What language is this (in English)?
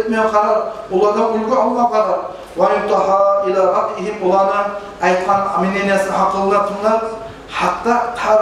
Kumyk